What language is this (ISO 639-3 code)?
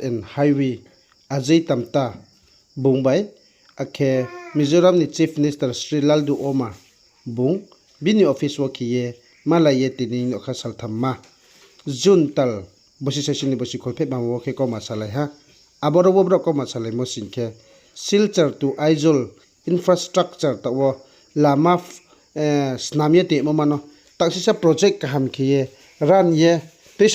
ria